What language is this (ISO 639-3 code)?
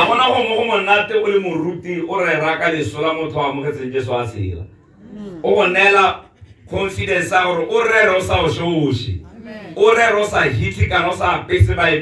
tsn